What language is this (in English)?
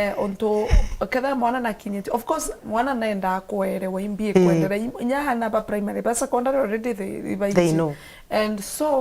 Meru